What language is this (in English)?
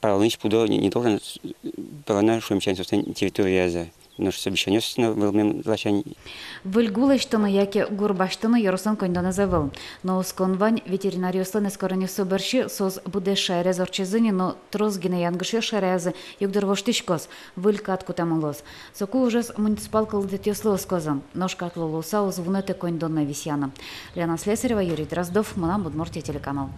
Udmurt